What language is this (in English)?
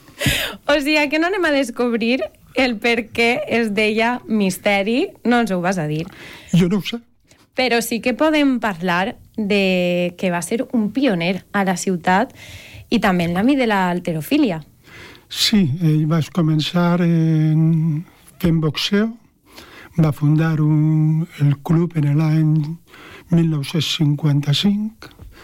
Catalan